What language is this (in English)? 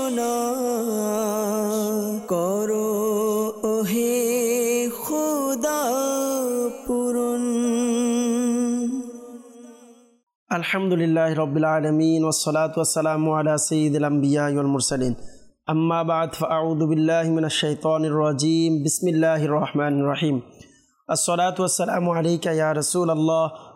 Bangla